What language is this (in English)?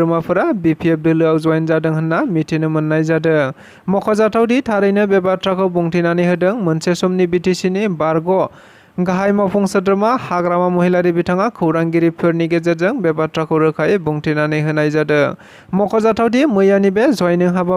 Bodo